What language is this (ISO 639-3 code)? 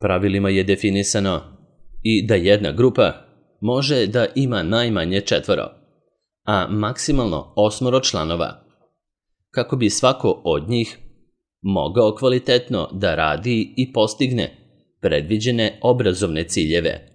srp